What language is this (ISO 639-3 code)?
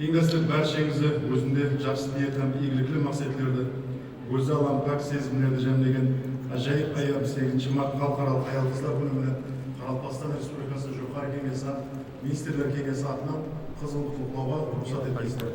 kaa